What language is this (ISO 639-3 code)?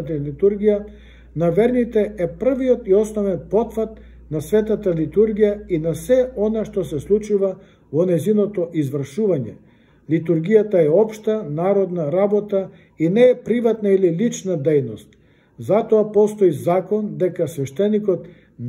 mkd